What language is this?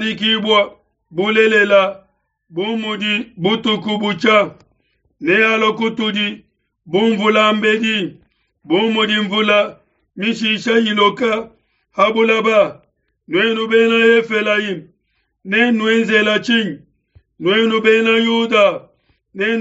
Luba-Lulua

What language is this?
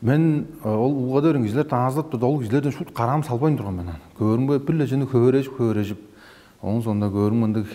Tuvinian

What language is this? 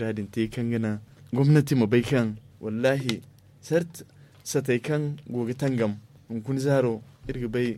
Zarma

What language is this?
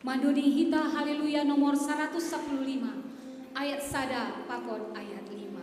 Batak Simalungun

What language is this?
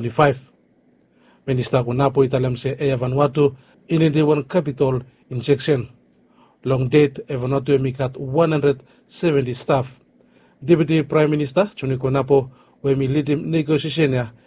Bislama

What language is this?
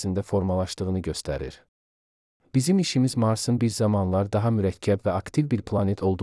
Azerbaijani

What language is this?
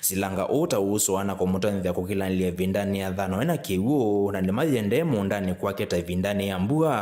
Kamba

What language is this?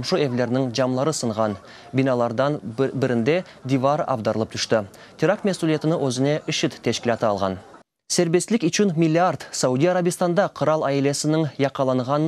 Crimean Tatar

